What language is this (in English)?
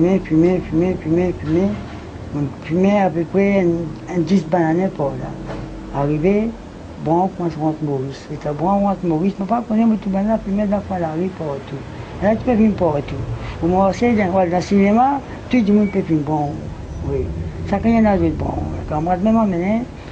Morisyen